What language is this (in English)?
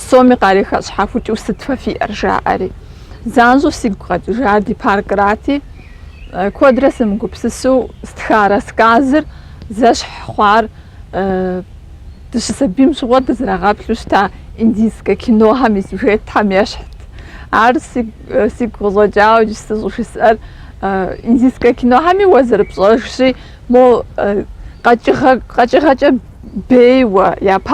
Kabardian